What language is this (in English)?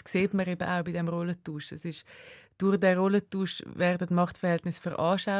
Swiss German